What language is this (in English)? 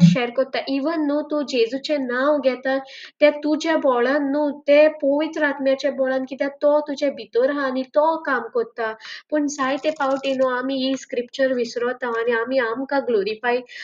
Konkani